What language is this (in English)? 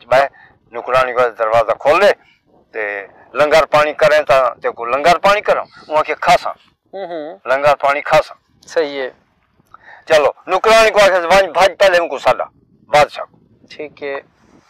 Saraiki